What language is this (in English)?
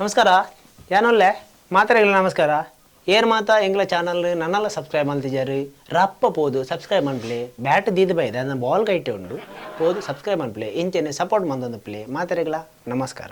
Tulu